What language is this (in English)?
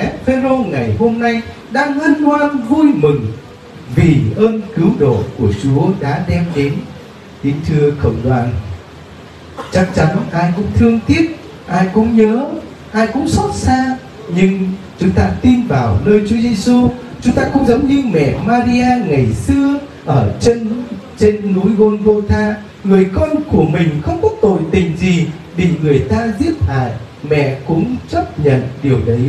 Vietnamese